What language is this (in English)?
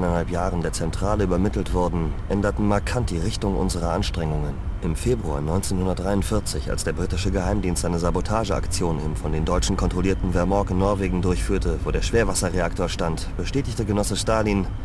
Bavarian